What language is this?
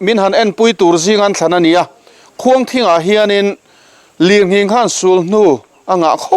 Mizo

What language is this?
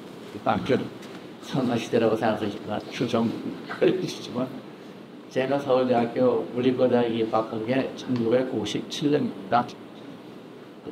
Korean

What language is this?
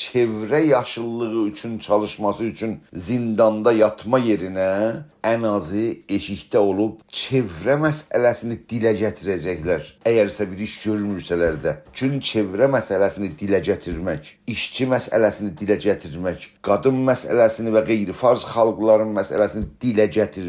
South Azerbaijani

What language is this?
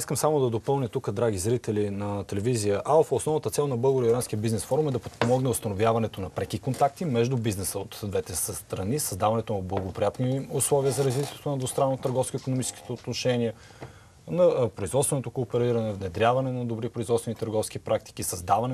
Bulgarian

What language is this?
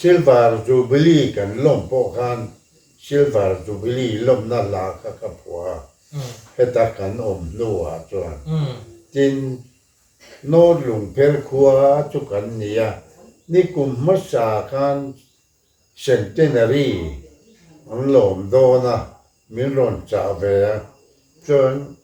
Mizo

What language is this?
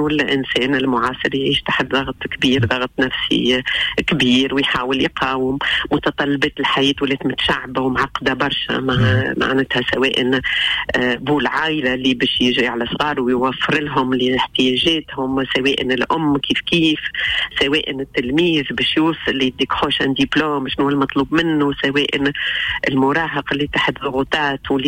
Tunisian Arabic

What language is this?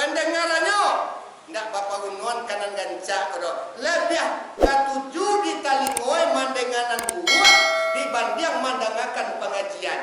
Minangkabau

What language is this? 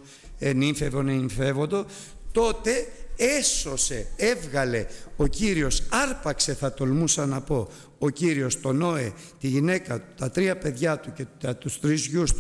Greek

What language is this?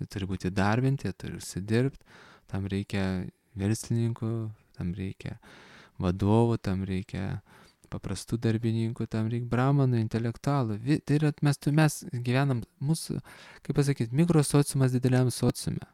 Lithuanian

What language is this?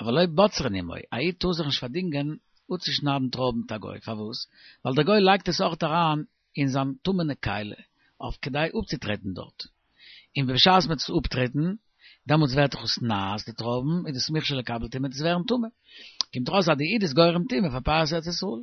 Yiddish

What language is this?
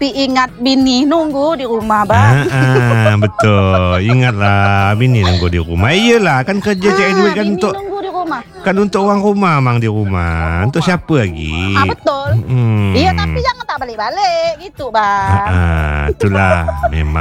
Malay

